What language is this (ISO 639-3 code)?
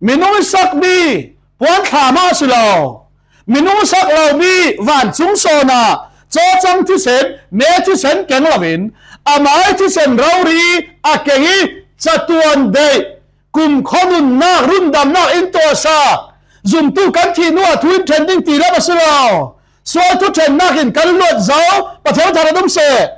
cfm